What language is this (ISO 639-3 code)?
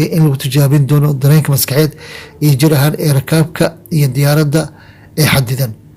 som